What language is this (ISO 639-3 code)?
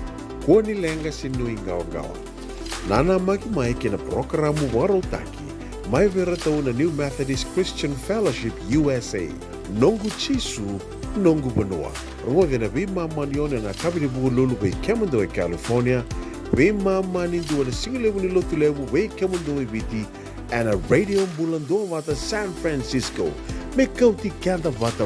fij